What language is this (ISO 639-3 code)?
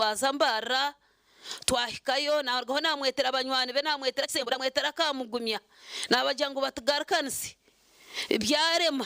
nyn